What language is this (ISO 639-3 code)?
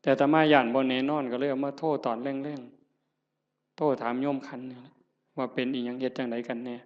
tts